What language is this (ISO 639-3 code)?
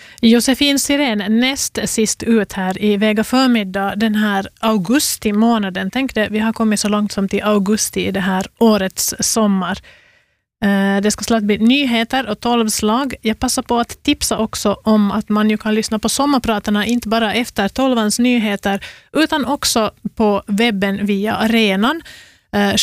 swe